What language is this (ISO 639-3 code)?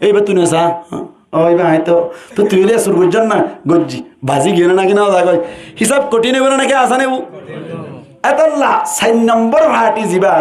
rhg